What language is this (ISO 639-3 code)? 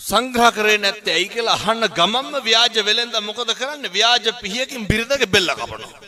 sin